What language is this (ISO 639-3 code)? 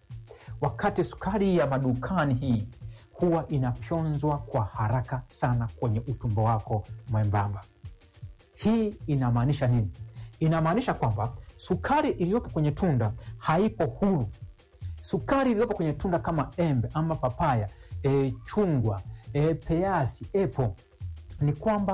swa